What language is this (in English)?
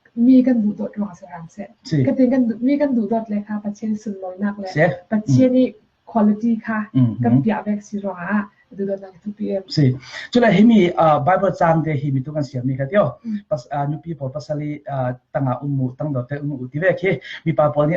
Falam Chin